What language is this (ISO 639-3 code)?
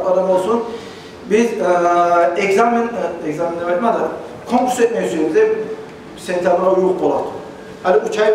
kum